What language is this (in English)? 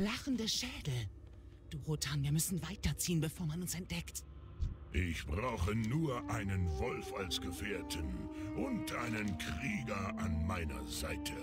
Swiss German